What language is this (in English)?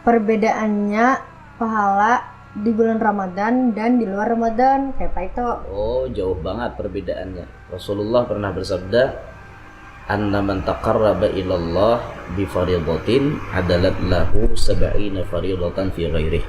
Banjar